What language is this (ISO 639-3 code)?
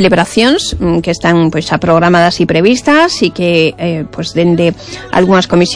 glg